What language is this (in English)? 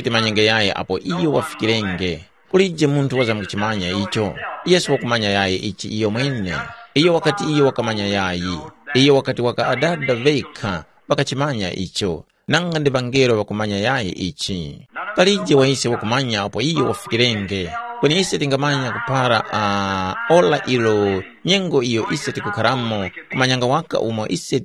Tumbuka